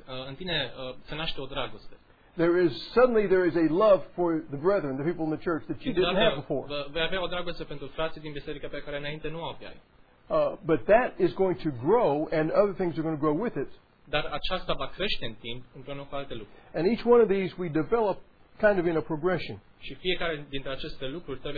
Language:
Romanian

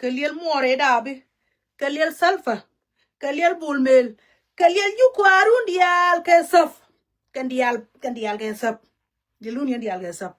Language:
Nuer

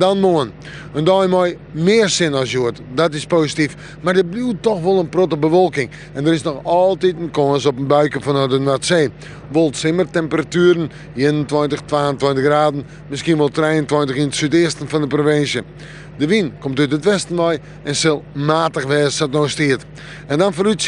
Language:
Western Frisian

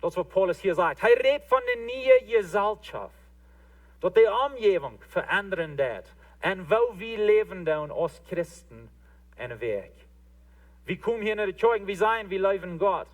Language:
Plautdietsch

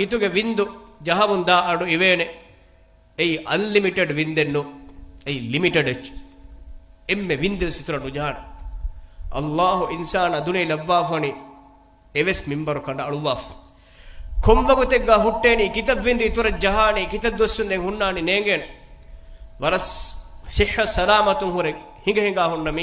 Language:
Divehi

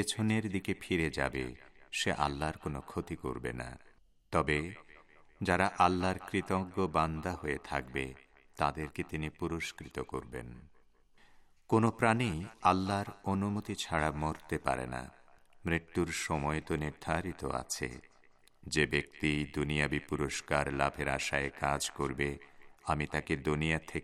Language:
Bangla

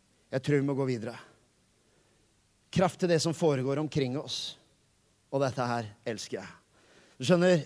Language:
Norwegian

